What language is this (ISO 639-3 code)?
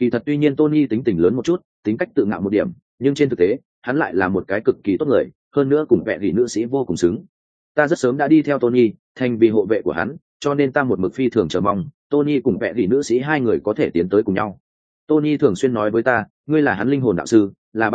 vie